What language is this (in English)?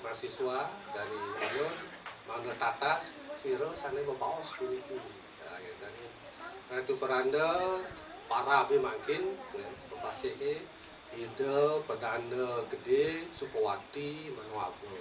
Balinese